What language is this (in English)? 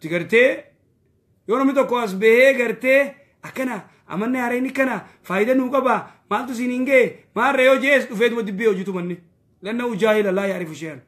Oromo